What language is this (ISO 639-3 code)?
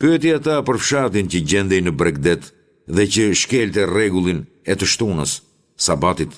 sqi